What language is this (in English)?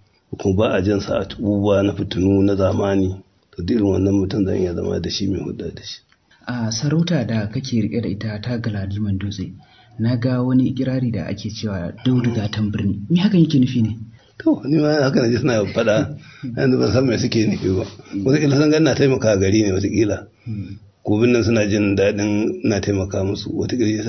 Hausa